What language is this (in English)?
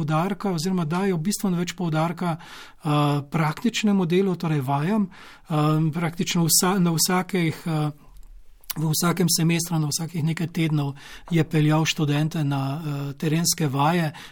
Slovenian